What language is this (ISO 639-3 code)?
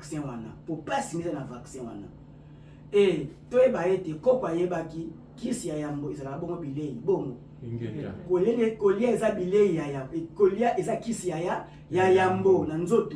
lin